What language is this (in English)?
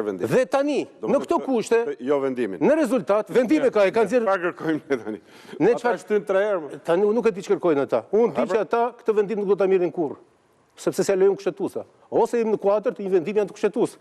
Albanian